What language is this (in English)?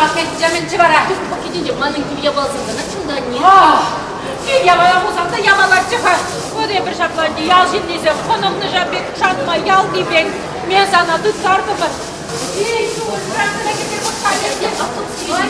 Chuvash